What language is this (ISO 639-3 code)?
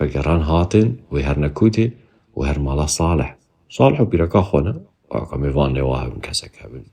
kur